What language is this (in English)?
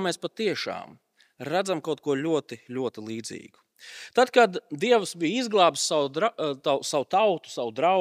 Latvian